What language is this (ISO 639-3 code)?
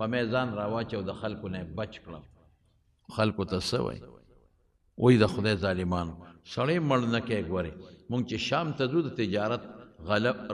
pus